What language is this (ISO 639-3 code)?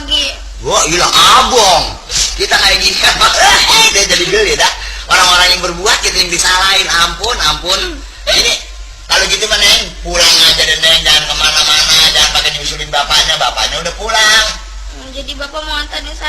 bew